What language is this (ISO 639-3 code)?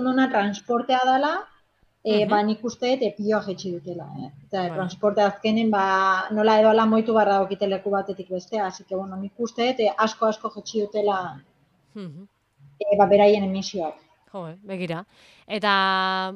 eus